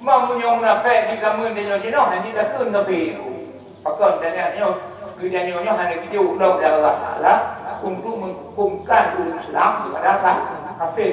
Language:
Achinese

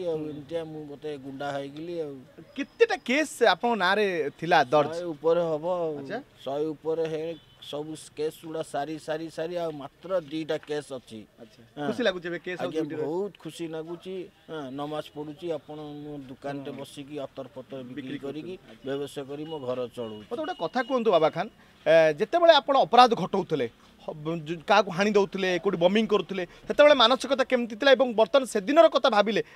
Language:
Odia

